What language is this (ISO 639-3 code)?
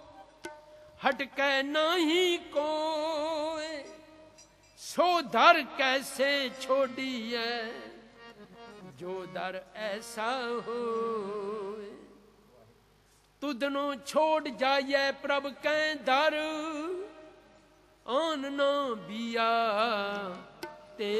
pan